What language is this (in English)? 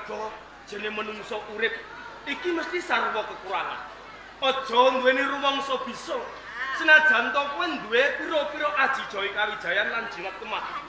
Javanese